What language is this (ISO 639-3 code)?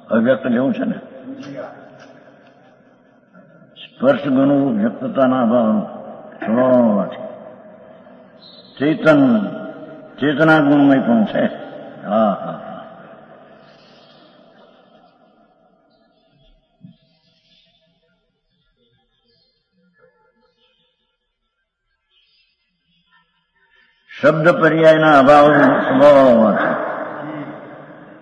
guj